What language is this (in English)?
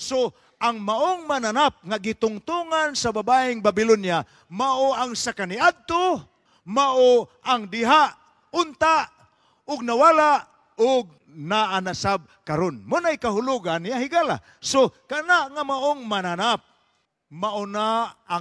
Cebuano